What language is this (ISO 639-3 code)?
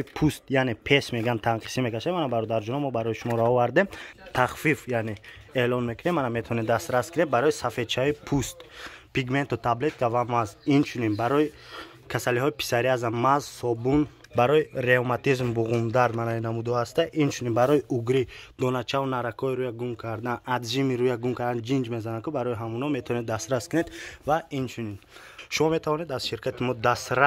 tgk